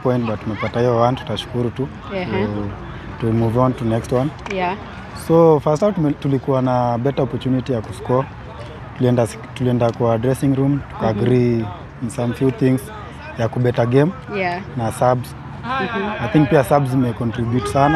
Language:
Swahili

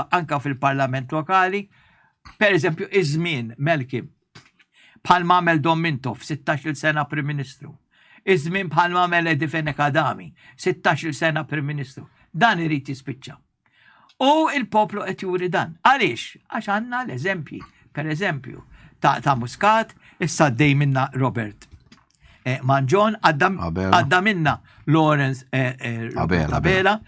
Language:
Maltese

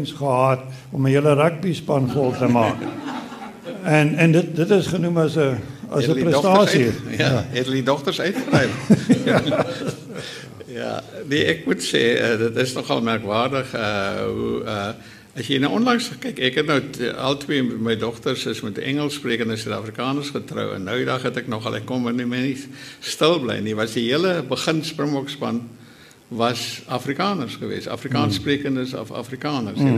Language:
Afrikaans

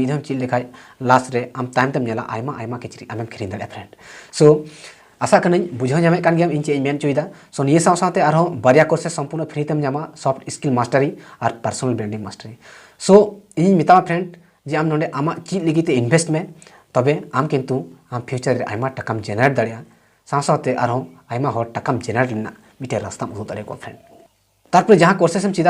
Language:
Santali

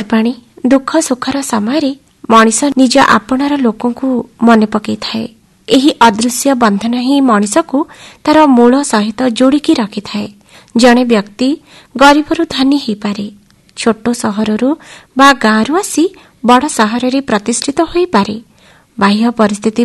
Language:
Odia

